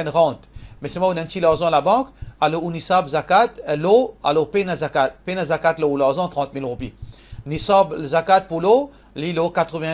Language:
Morisyen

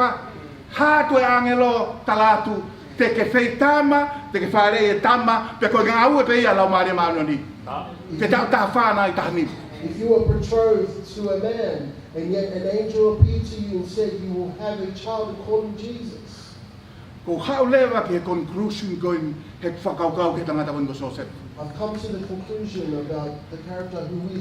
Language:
Tongan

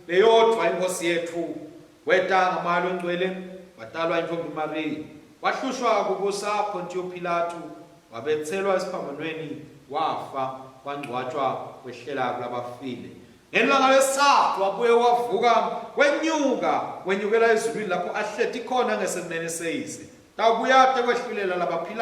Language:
Swati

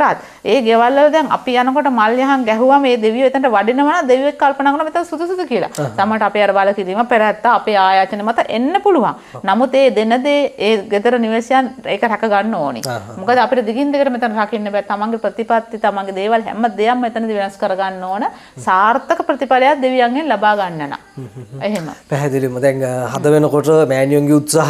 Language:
Sinhala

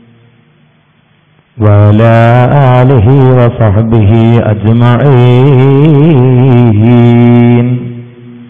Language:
Malayalam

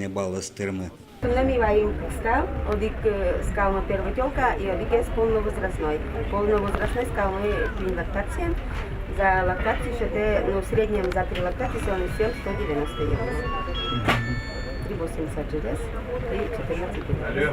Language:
Udmurt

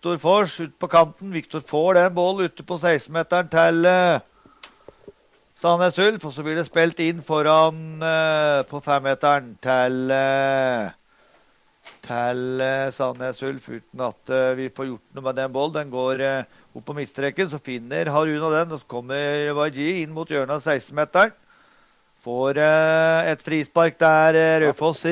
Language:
Norwegian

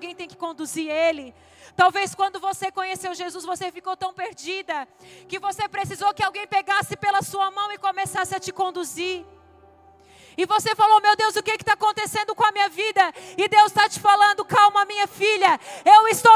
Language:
Portuguese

